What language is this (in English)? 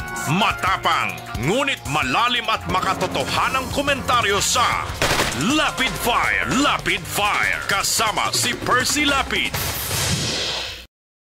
Filipino